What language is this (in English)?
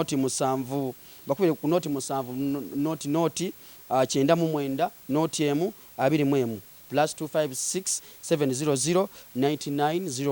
Ganda